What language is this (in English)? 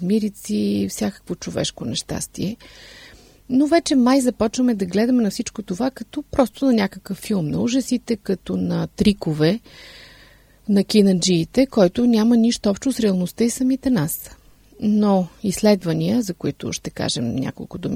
Bulgarian